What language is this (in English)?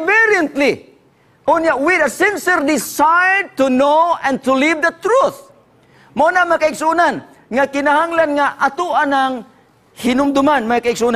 Cebuano